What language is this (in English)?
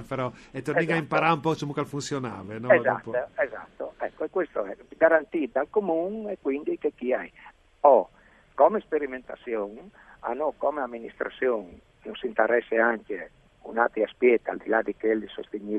Friulian